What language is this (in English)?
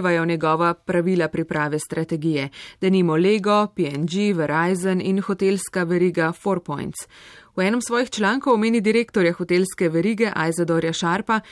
Slovenian